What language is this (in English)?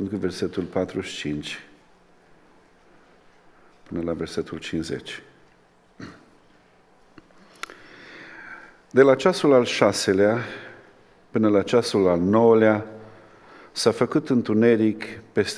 Romanian